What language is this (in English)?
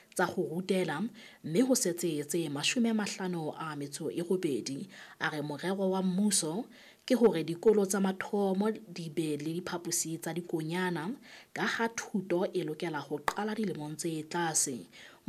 Southern Sotho